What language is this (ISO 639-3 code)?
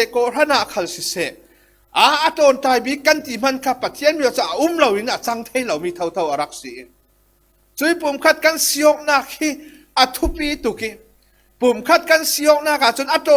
cfm